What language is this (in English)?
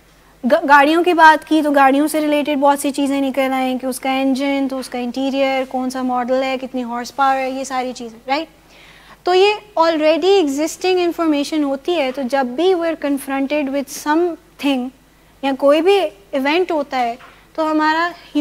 Urdu